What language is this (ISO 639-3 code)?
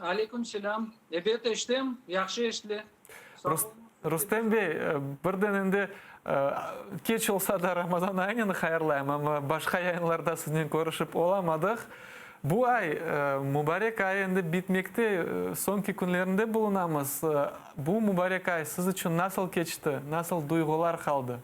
crh